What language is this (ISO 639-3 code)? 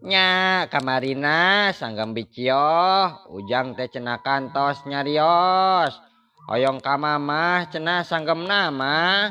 sun